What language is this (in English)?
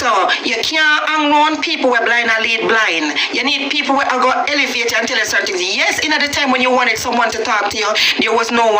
Jamaican Creole English